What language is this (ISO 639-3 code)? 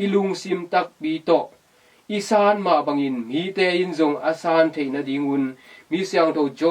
ctd